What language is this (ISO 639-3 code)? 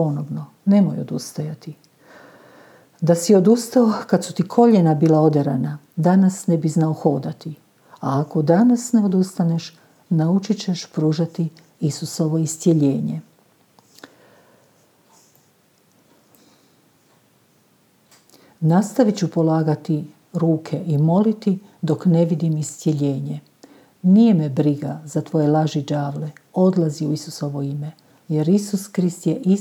hrv